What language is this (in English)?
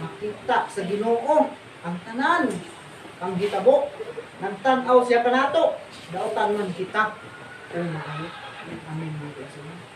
Cebuano